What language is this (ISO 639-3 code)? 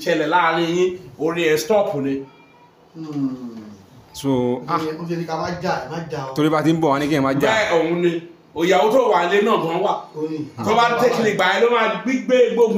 yor